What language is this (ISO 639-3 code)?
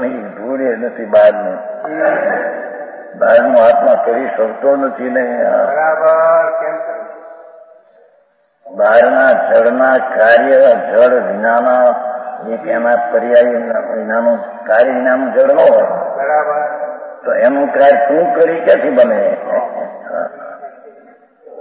guj